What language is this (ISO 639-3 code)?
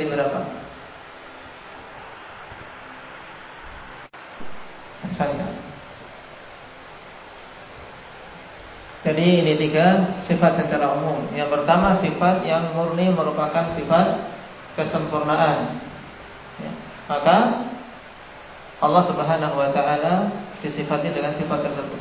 ind